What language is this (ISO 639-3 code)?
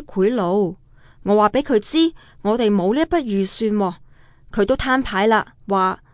yue